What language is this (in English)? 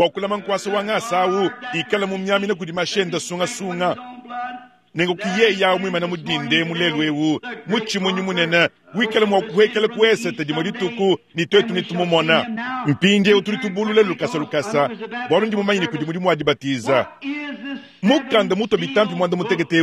Luba-Lulua